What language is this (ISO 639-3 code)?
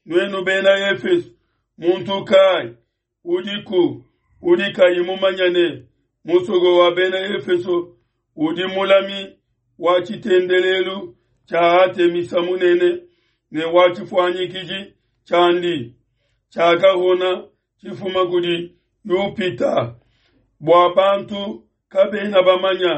lua